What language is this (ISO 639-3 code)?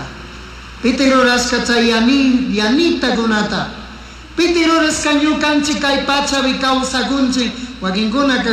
qug